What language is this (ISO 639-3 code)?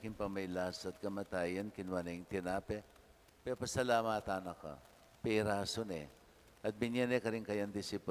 pam